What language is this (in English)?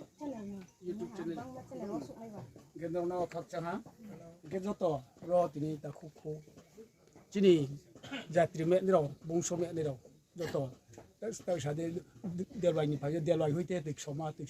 Riang (India)